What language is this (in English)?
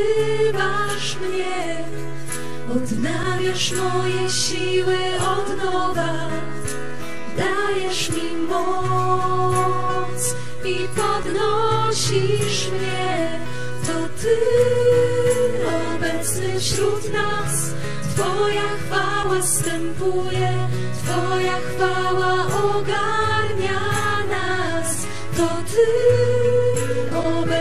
Polish